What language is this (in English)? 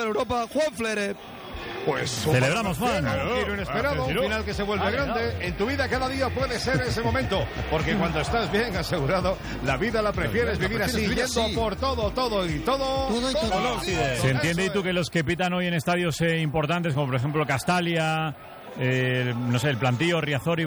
Spanish